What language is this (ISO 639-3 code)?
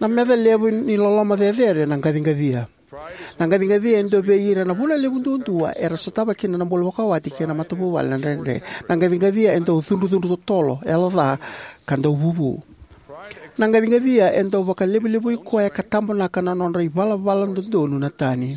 fij